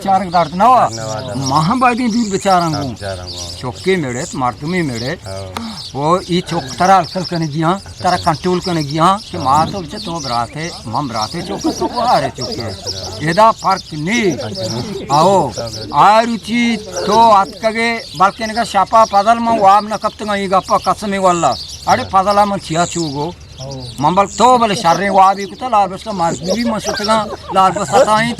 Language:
Eastern Balochi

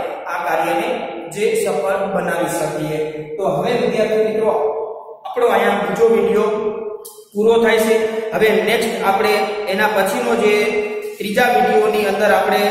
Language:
Gujarati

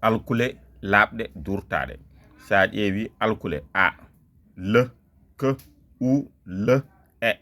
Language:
Fula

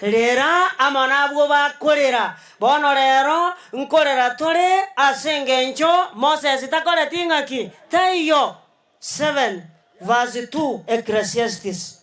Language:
Gusii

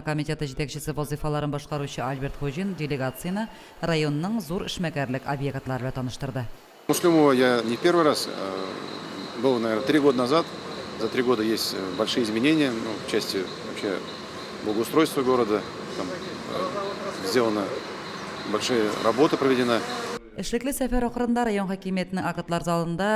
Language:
Tatar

